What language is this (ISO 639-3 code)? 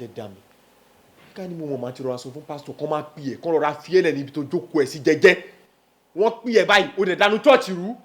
yor